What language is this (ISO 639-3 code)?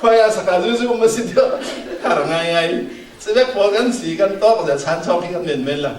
cfm